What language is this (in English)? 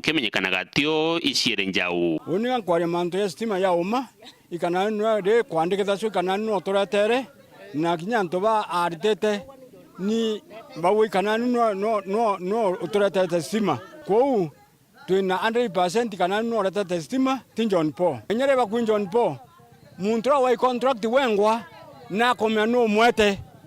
Meru